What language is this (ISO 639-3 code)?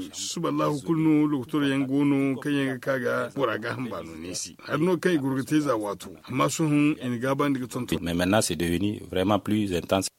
dje